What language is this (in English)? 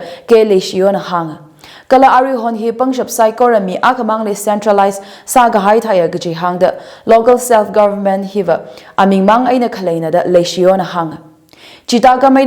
Tangkhul Naga (India)